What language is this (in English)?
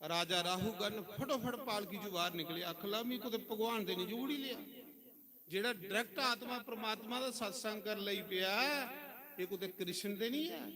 Dogri